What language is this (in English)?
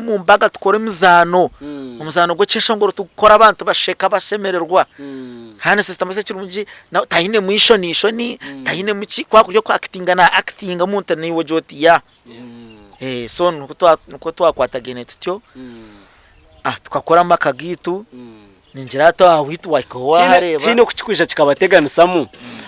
Nyankole